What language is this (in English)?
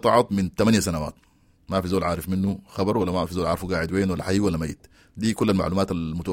Sudanese Arabic